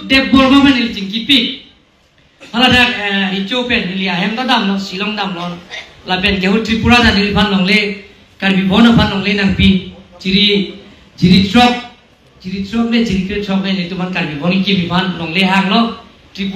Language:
Karbi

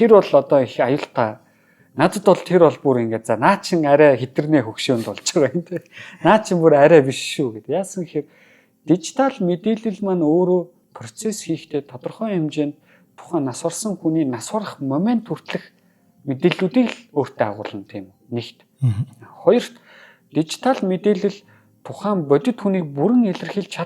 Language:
Mongolian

